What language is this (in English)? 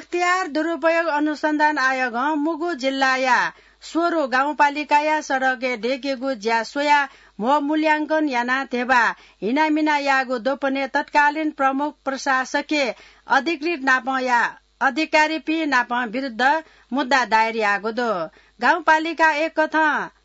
Newari